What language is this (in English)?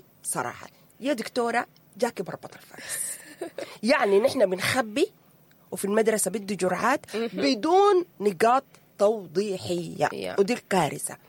Sudanese Arabic